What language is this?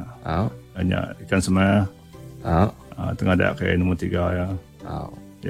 Iban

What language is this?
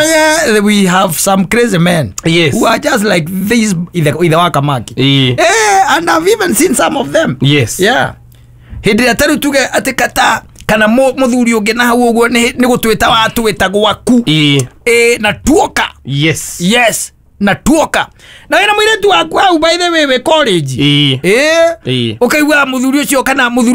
Kikuyu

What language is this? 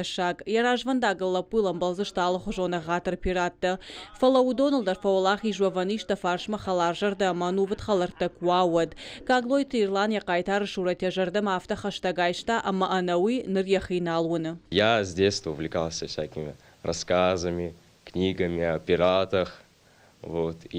Ossetic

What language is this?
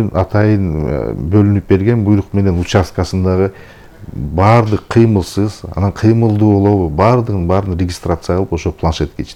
Kyrgyz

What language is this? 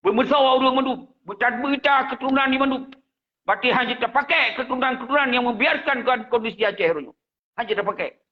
Achinese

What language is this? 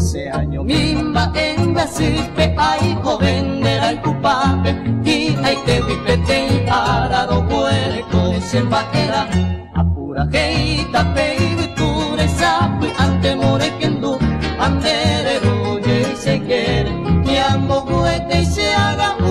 Guarani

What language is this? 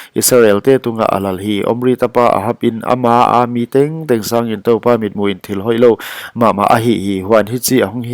Paite Chin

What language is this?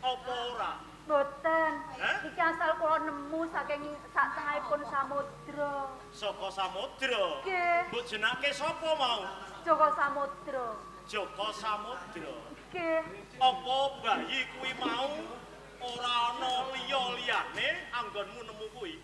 Javanese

